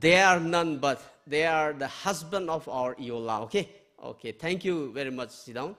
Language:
Tangkhul Naga (India)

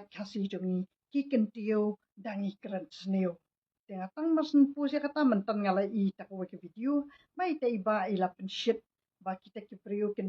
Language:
Khasi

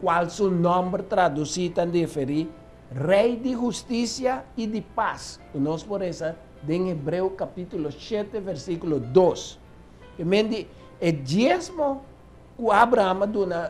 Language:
Papiamento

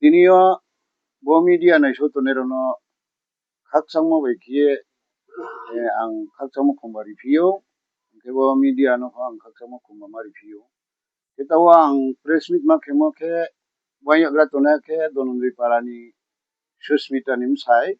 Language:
Riang (India)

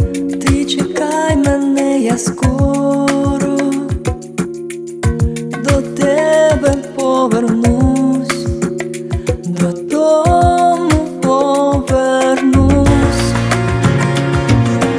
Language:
Ukrainian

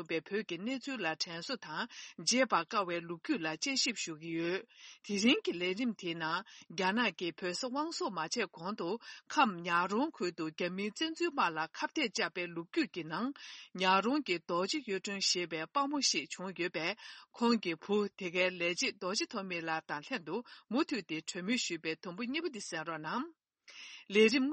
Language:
Tibetan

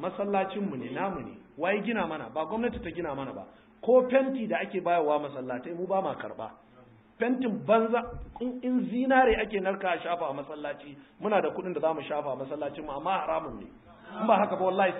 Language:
Hausa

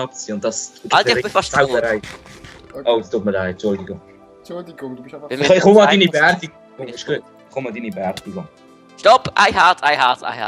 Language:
Swiss German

